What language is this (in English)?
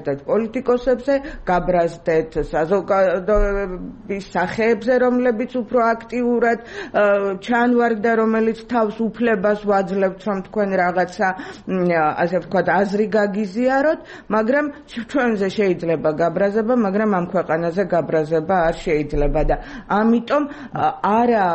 Georgian